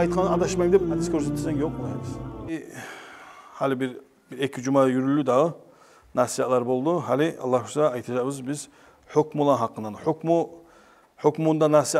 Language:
Kumyk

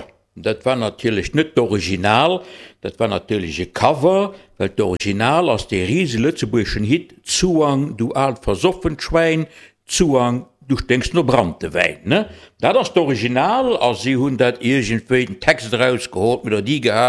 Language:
Luxembourgish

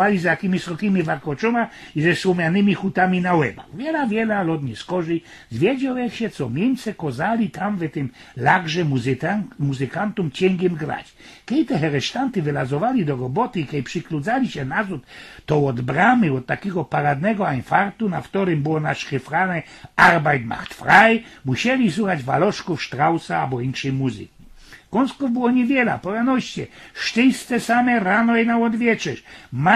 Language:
Silesian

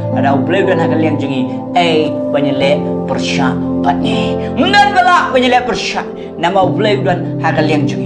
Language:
Khasi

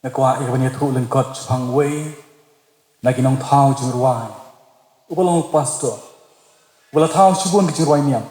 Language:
Khasi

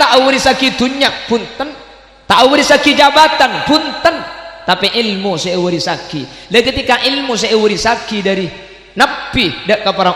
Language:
Madurese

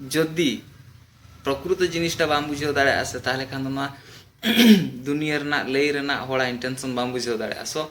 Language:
Santali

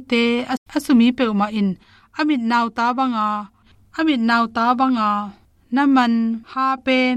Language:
Tedim Chin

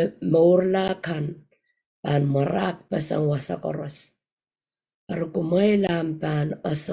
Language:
Pohnpeian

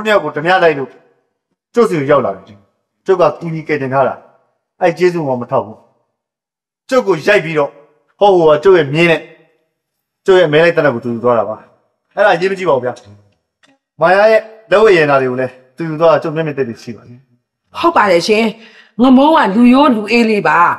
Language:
Burmese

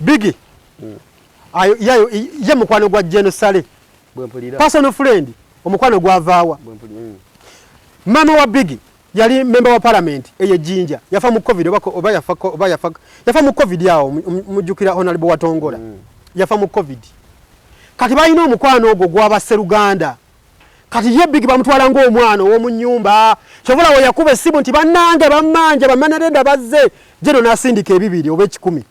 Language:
Ganda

